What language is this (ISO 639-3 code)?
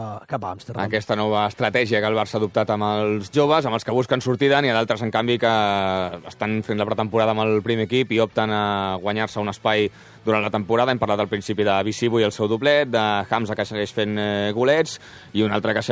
cat